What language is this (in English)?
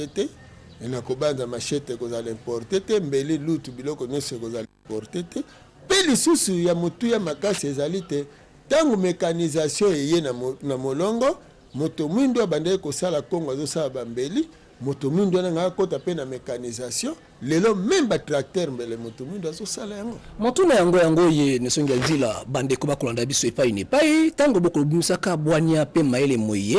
Lingala